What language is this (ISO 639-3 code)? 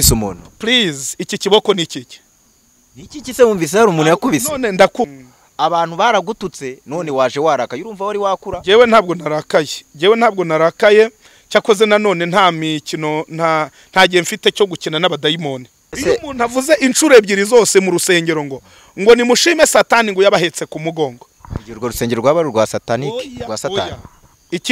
kin